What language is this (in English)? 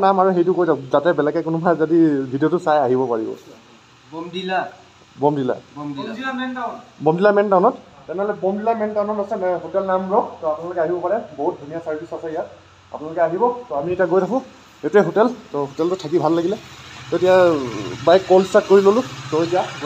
Assamese